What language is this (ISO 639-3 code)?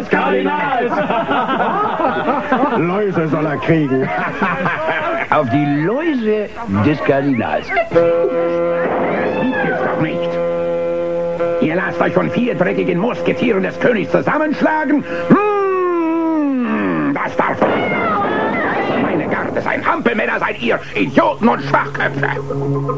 deu